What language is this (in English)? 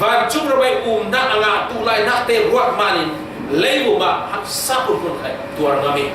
Falam Chin